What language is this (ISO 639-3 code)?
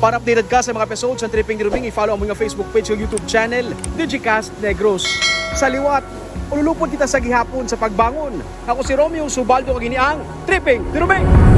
hil